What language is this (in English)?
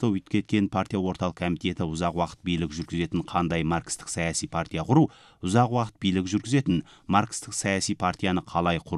Kazakh